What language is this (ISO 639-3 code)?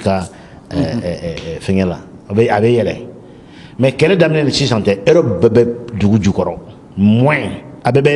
bam